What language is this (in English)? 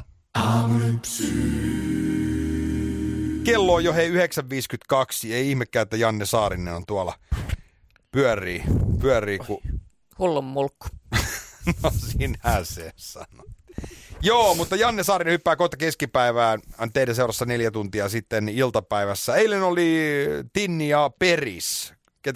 Finnish